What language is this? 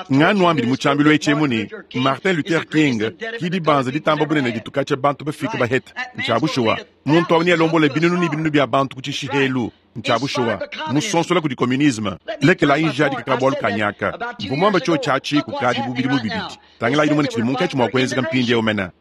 Luba-Lulua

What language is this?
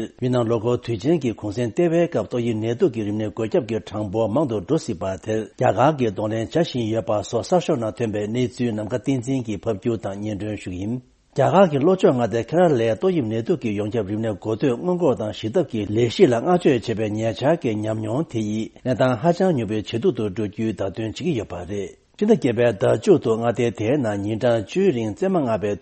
Tibetan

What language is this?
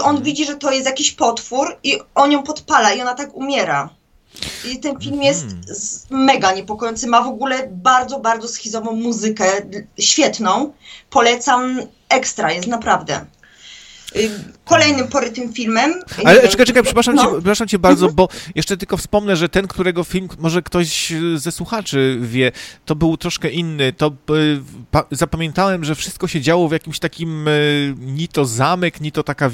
Polish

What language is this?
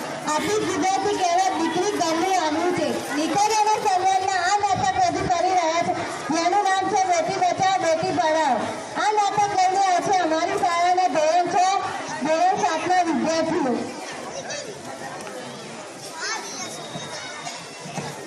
Gujarati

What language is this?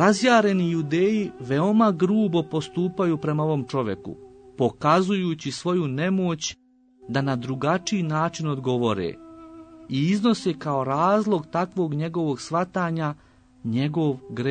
Serbian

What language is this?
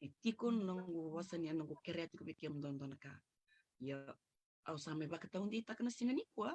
Fijian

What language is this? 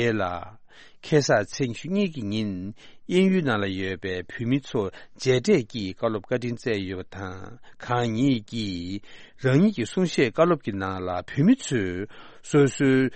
Tibetan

